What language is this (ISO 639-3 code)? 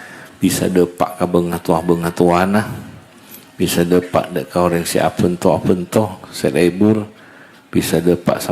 mad